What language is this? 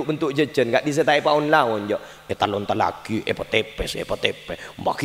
Madurese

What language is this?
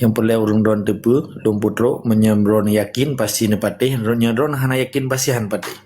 Achinese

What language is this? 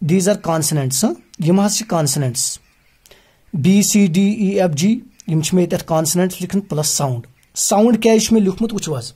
Kashmiri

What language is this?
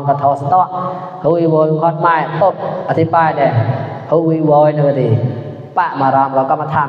Mon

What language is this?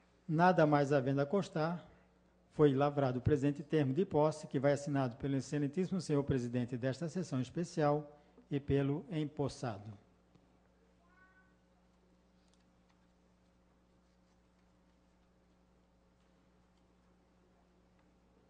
Portuguese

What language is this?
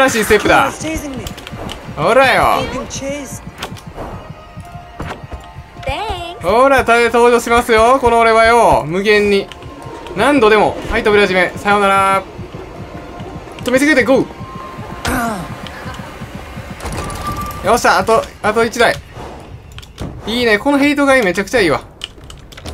Japanese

